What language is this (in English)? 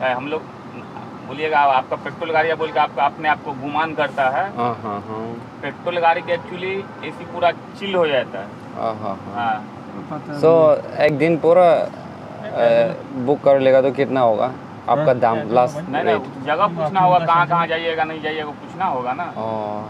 Naga Pidgin